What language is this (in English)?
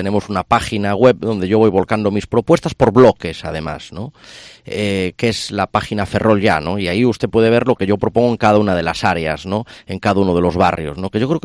Spanish